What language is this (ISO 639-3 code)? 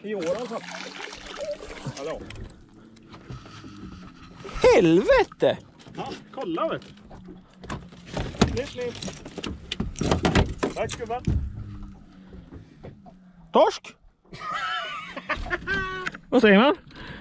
swe